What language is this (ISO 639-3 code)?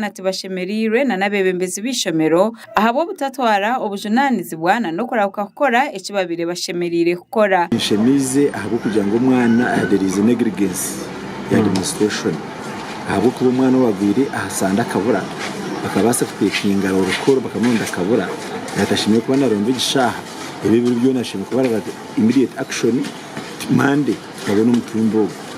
nyn